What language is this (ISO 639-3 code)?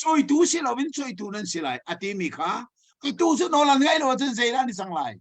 cnh